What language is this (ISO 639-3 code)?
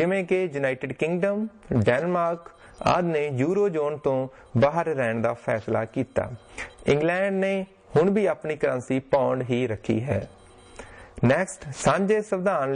pan